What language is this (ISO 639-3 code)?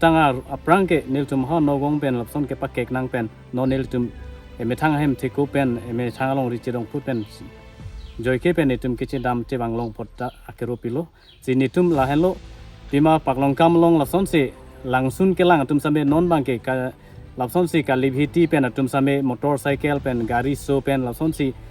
mjw